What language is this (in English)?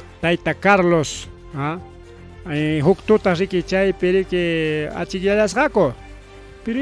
Ayacucho Quechua